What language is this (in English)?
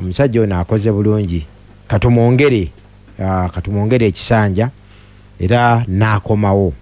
Ganda